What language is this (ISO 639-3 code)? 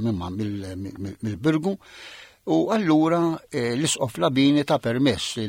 mlt